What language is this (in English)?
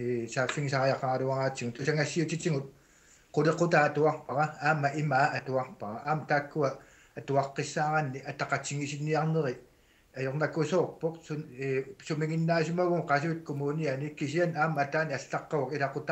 Kalaallisut